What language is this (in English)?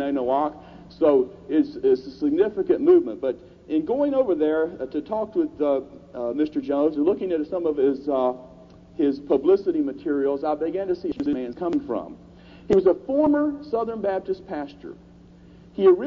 English